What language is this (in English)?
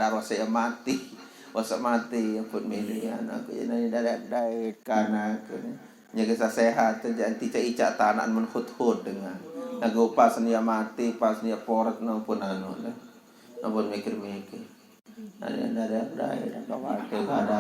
Sasak